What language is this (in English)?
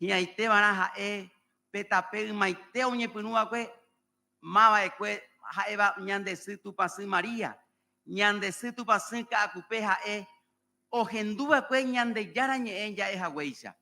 Guarani